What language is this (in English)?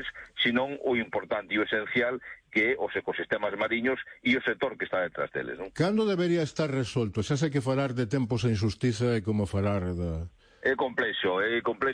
Galician